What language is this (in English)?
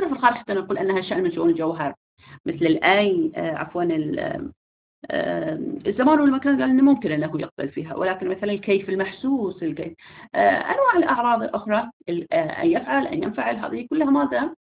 Arabic